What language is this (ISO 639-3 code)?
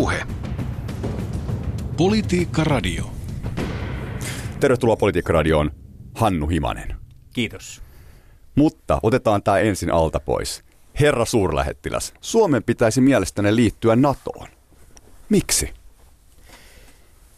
fin